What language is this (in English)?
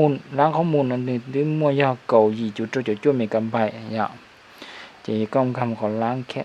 Hmong